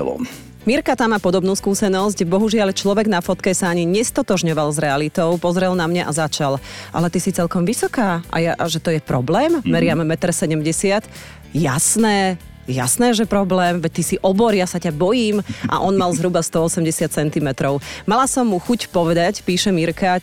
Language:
Slovak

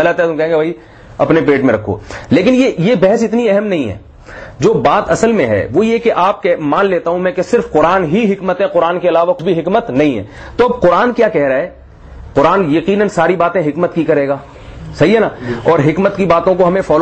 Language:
Urdu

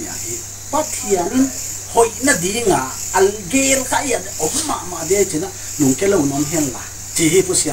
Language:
Paite Chin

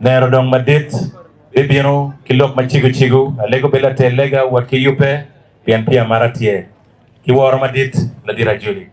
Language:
Acoli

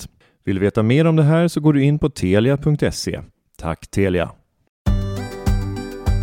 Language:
Swedish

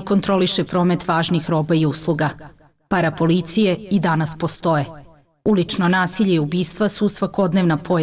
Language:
Serbian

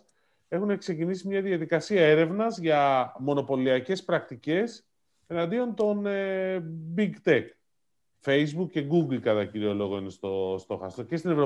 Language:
Greek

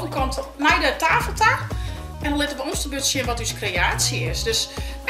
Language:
Western Frisian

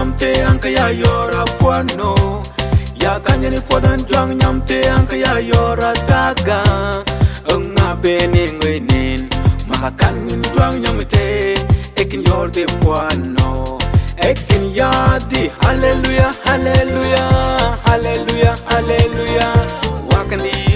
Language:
Mabaan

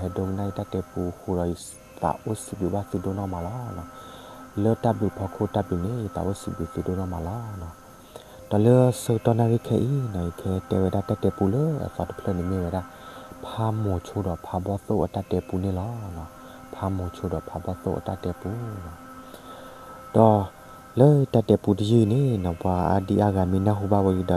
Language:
S'gaw Karen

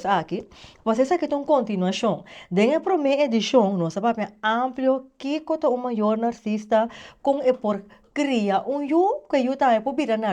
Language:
Papiamento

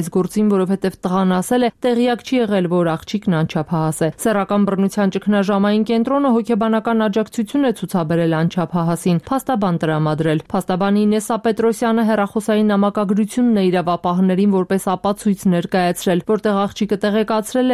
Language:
Armenian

